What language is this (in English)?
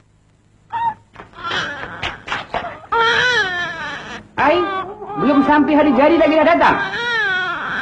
Malay